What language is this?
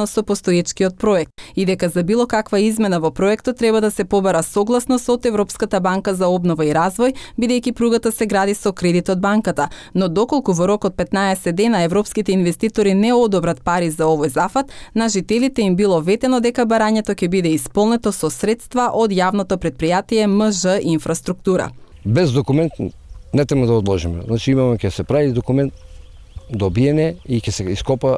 Macedonian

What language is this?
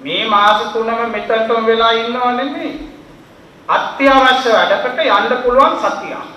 Sinhala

